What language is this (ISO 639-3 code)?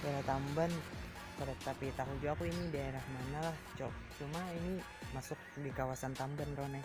bjn